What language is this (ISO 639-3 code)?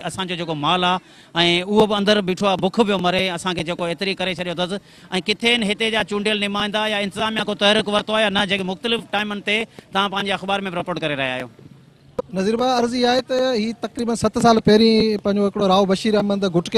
snd